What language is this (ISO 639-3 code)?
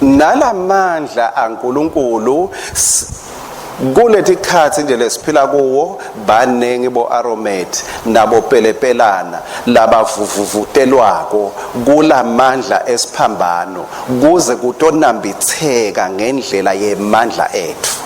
ssw